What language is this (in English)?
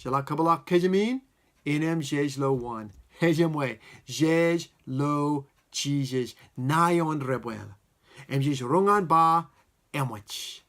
Marshallese